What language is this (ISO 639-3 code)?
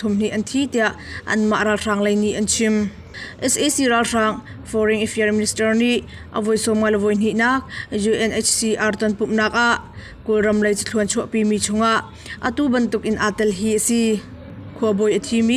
cnh